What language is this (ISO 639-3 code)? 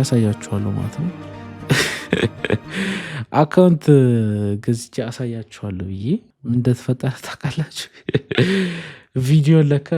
amh